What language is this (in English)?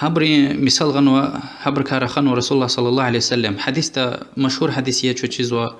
Lezghian